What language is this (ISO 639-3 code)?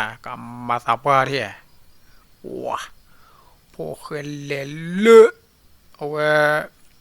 ksw